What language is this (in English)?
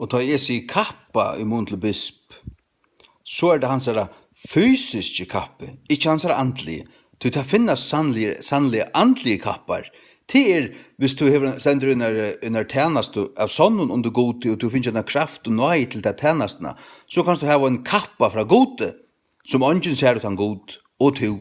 Faroese